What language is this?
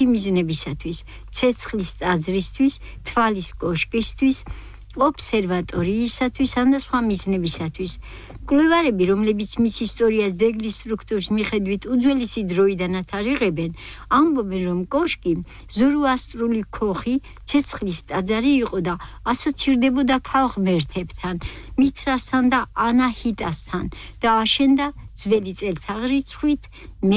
Georgian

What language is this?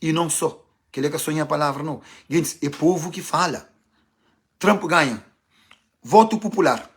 Kabuverdianu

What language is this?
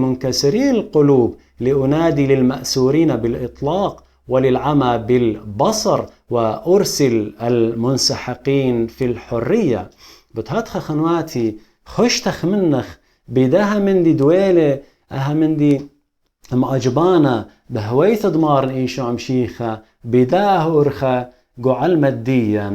Assyrian Neo-Aramaic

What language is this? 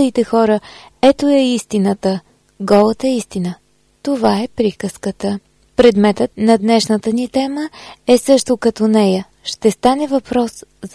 Bulgarian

